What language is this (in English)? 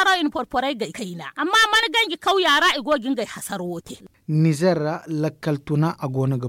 Zarma